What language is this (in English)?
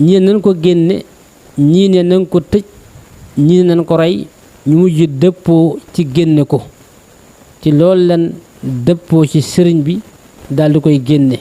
Wolof